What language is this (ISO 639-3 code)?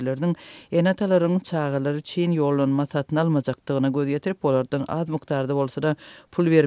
tuk